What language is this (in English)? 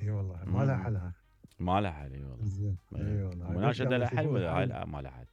Mesopotamian Arabic